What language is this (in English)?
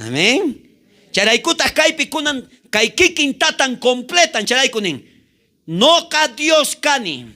South Bolivian Quechua